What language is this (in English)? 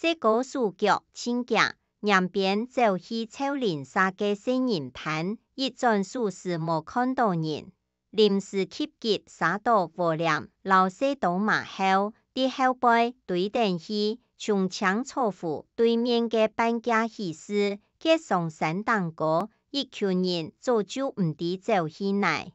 Hakka Chinese